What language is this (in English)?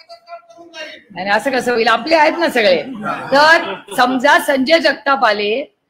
Marathi